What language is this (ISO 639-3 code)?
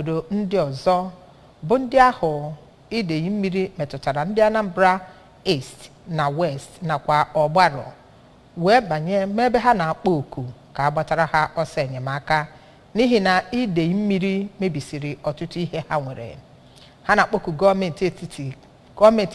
ibo